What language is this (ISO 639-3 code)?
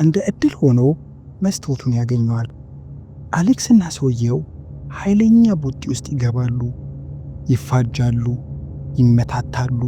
amh